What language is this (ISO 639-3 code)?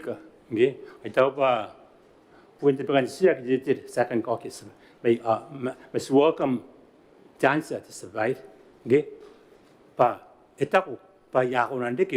gil